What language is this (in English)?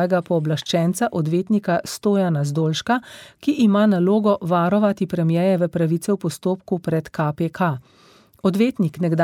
Slovenian